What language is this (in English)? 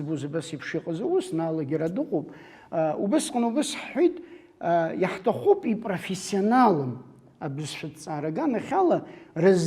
Abkhazian